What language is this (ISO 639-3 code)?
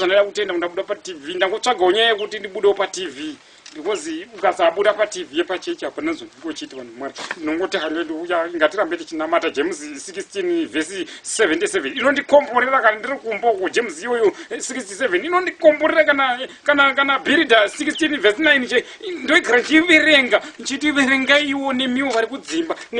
sna